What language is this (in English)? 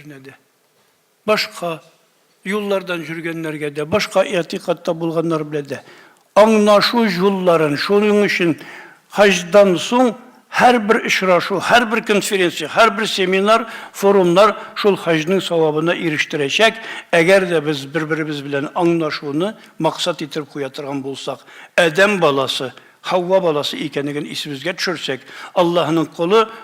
Tatar